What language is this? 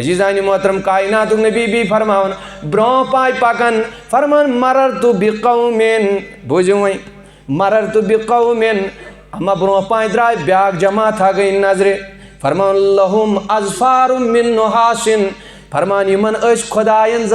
Kashmiri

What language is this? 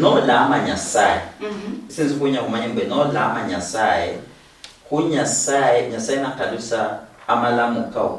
Luyia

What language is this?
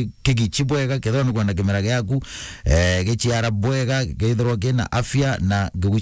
Meru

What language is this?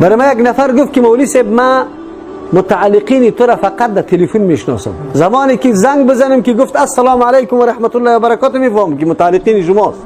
Persian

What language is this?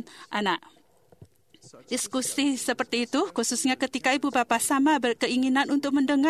Malay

